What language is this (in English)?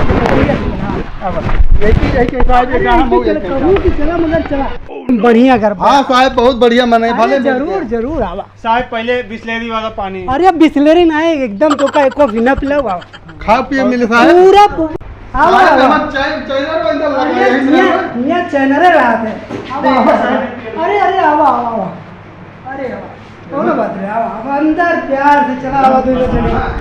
Awadhi